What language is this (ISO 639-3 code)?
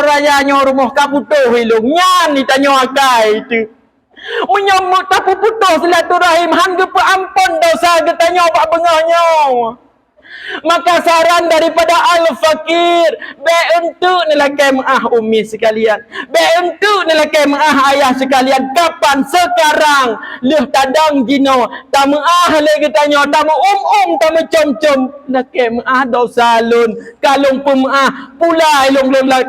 ace